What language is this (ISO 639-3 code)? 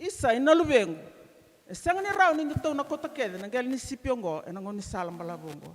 fij